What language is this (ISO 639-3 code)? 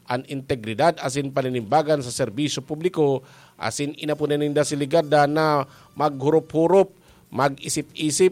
bik